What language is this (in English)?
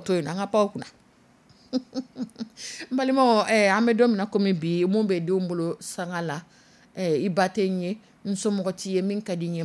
Dyula